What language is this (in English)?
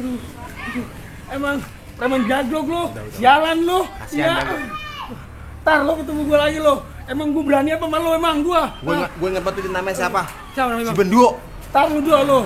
Betawi